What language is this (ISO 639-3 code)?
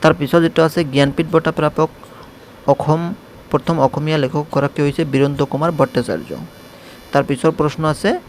asm